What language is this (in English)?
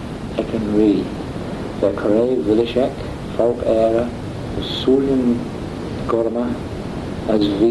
Manx